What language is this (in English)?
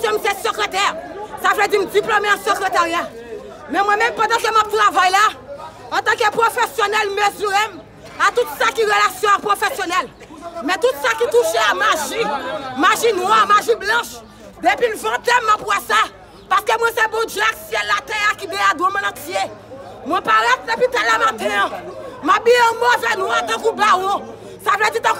Haitian Creole